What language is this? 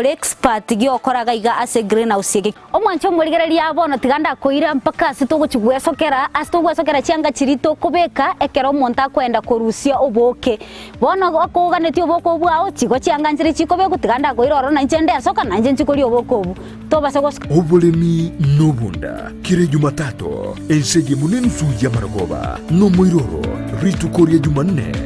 Gusii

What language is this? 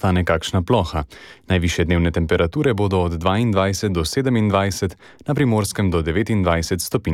Slovenian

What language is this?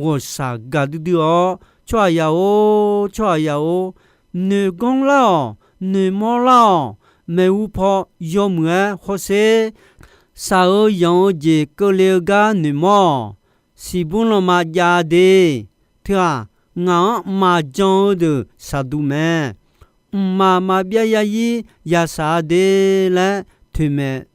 Akha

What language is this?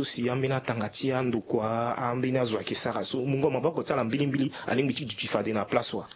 Sango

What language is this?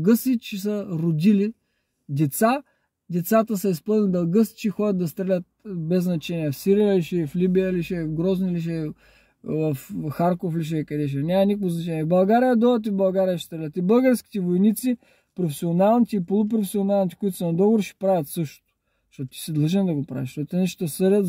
Bulgarian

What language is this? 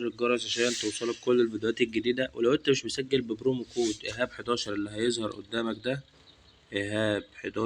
Egyptian Arabic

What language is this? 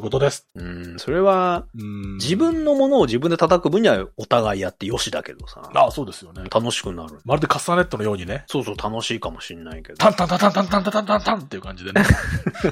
Japanese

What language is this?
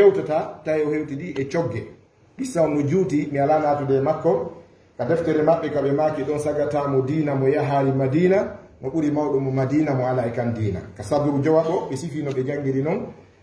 Fula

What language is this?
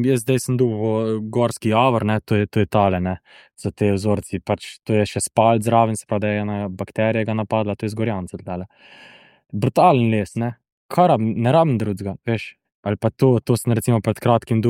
Slovenian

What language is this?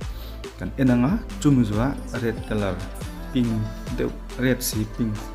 Mizo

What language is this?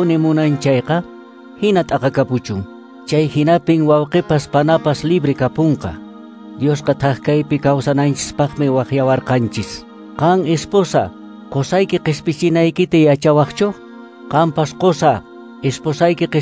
Quechua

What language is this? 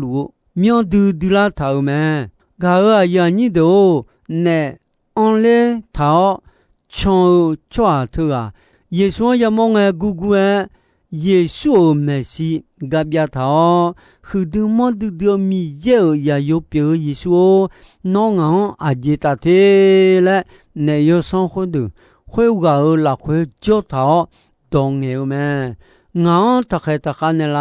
Akha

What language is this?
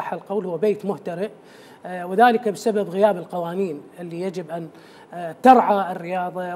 Mesopotamian Arabic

